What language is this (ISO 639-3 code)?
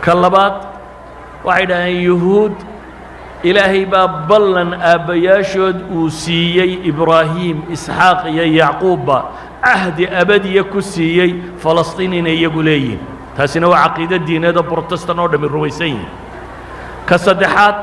som